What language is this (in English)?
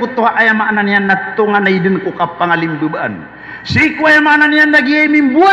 Maranao